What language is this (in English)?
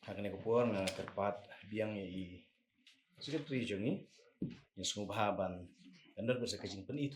Khasi